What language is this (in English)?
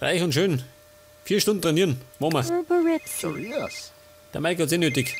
Bavarian